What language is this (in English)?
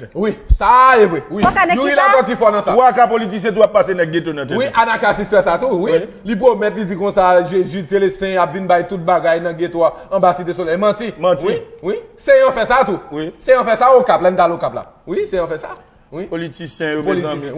Haitian Creole